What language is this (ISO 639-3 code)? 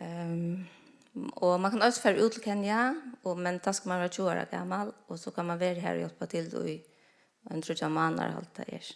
fao